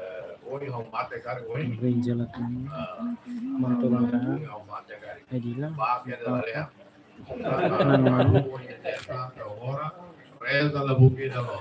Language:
Tetum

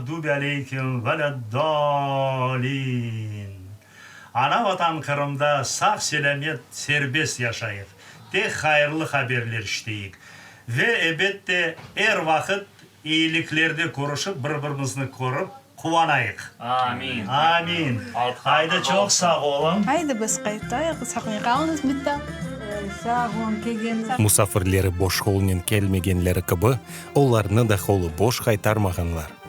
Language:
Crimean Tatar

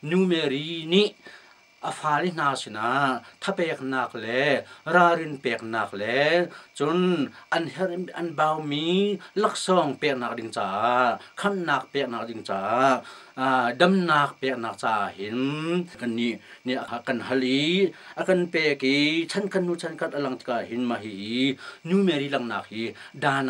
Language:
Hakha Chin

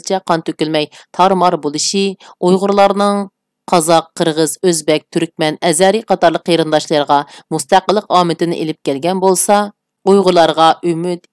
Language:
Uyghur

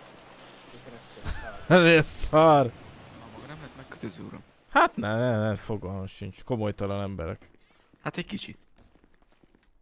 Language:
Hungarian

